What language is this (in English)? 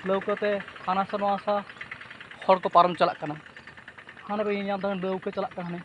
Santali